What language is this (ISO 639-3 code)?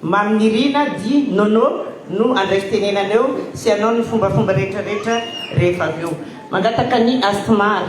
mlg